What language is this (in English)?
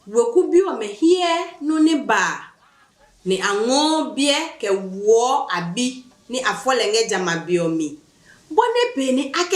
Adangme